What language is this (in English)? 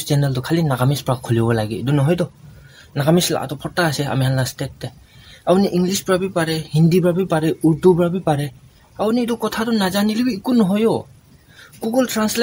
Naga Pidgin